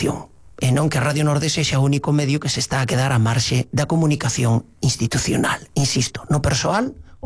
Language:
Galician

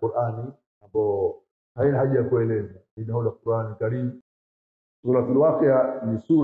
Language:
Swahili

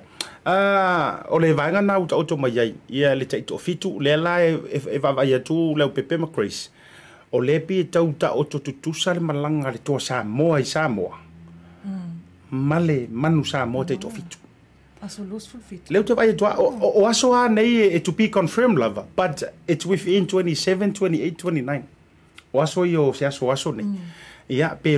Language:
Samoan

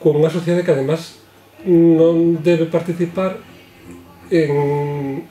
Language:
Galician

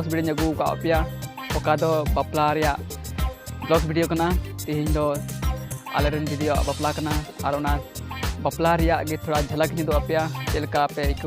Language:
Santali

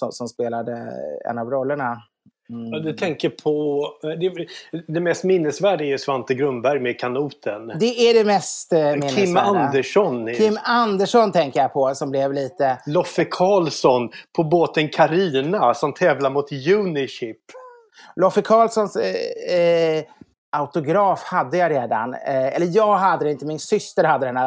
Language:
Swedish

